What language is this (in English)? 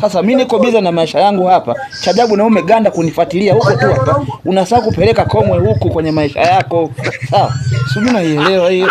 Swahili